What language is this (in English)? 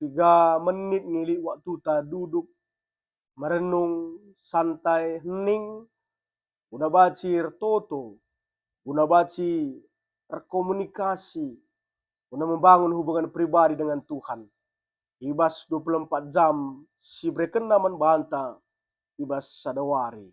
Batak Karo